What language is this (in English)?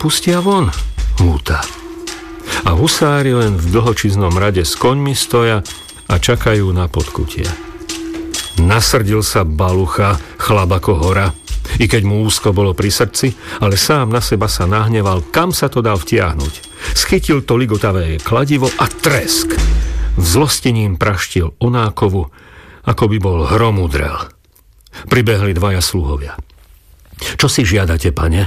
Slovak